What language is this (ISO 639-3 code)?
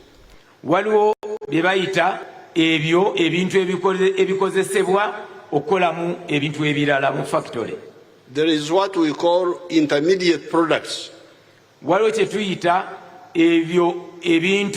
lug